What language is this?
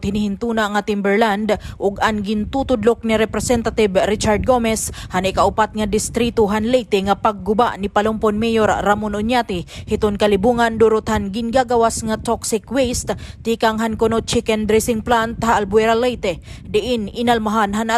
Waray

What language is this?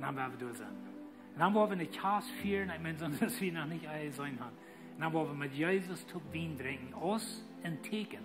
Plautdietsch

